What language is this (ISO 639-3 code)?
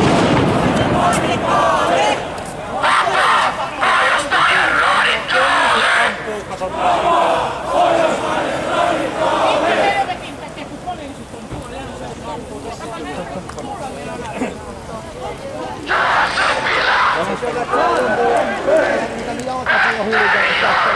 fin